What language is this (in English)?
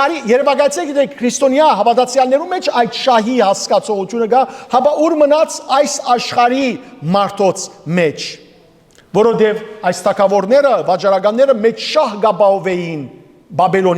Western Armenian